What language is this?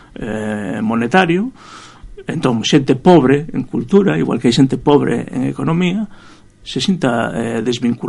Galician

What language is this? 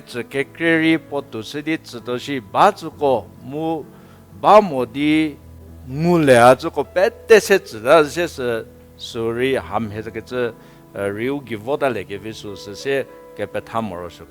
Angami Naga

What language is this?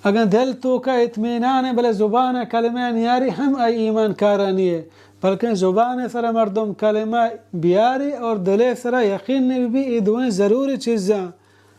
Baluchi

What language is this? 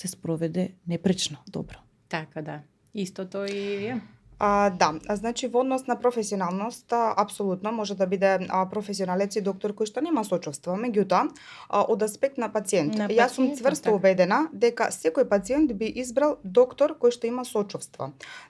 Macedonian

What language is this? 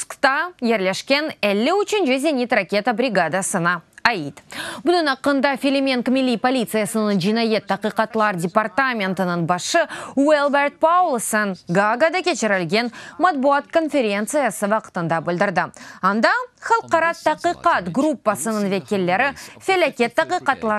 Crimean Tatar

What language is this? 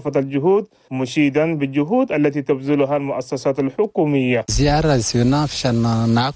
Chadian Arabic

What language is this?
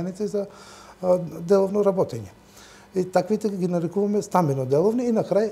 Macedonian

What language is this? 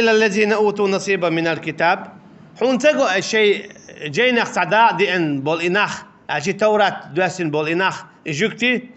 Chechen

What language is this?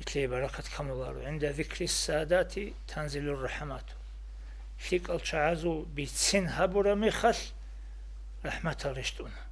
Avaric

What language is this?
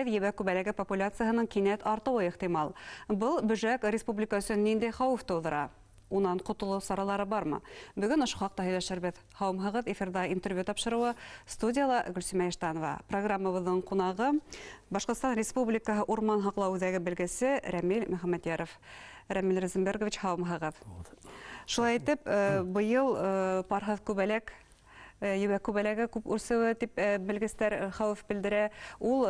Bashkir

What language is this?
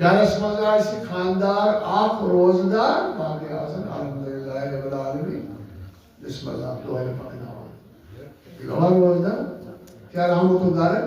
Kashmiri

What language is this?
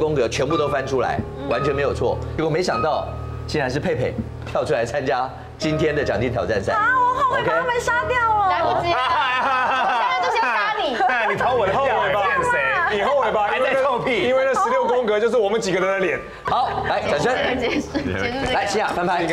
Chinese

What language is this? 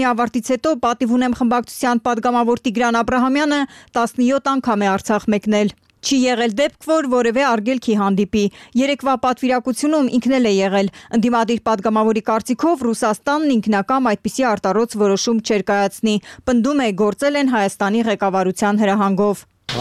Armenian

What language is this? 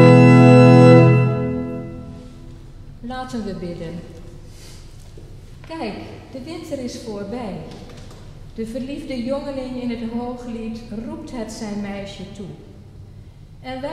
Dutch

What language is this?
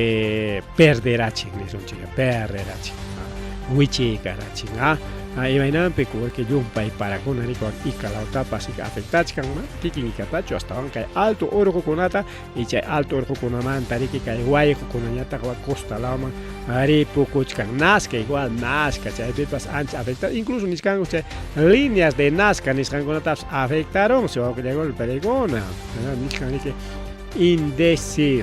Ayacucho Quechua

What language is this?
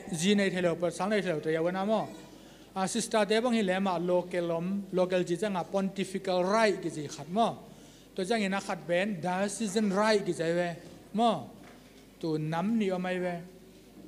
Tedim Chin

